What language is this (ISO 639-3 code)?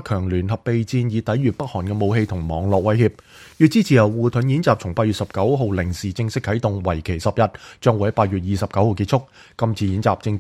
yue